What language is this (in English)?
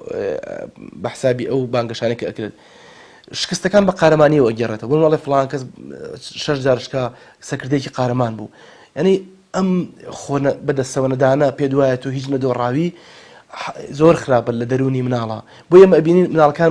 Central Kurdish